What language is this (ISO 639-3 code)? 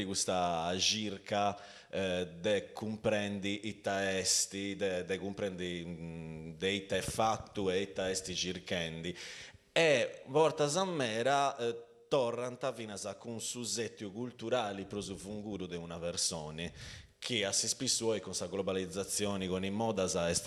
srd